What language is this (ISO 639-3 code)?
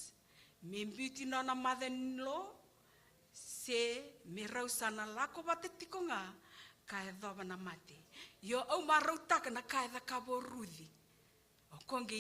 fij